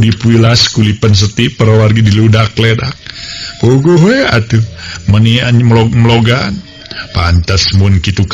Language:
Sundanese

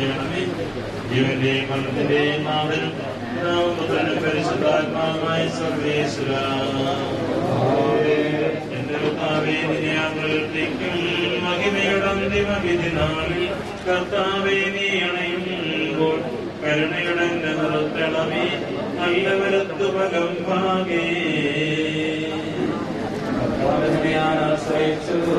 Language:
Malayalam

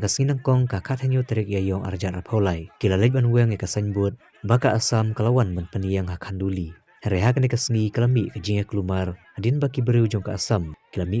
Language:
Khasi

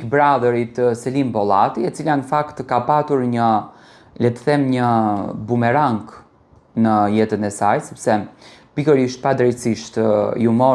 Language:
Albanian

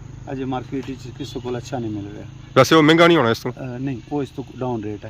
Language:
Pahari-Potwari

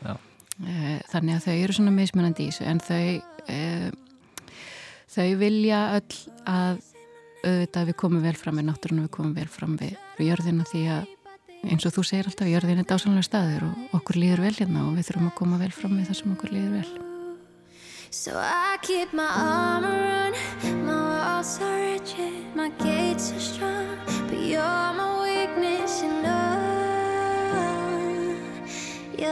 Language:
Icelandic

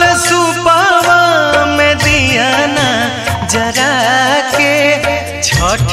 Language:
Bhojpuri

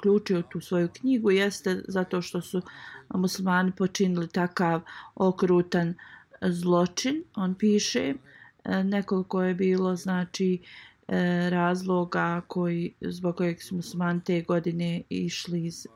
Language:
Bosnian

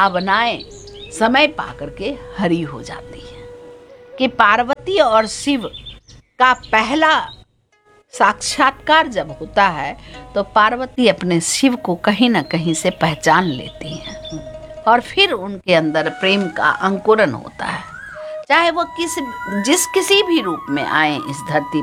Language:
Hindi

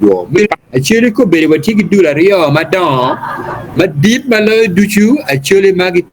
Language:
Acoli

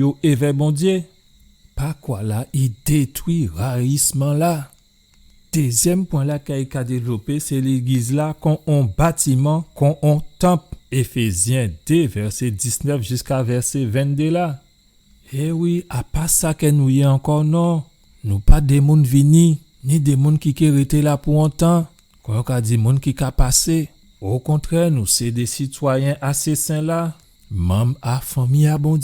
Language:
Guadeloupean Creole French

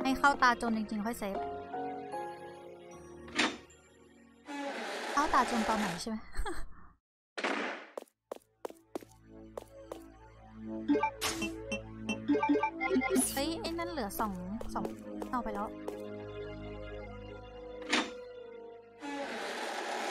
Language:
Thai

